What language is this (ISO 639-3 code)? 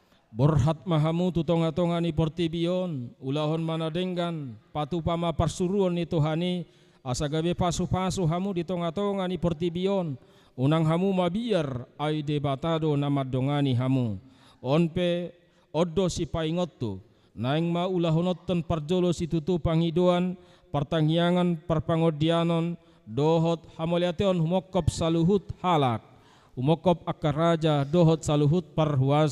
bbc